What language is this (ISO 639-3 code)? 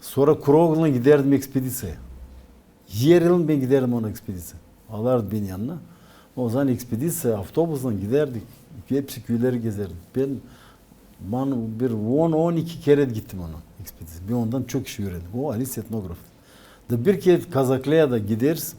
gag